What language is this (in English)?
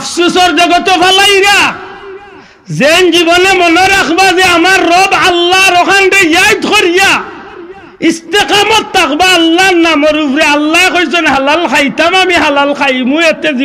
Sylheti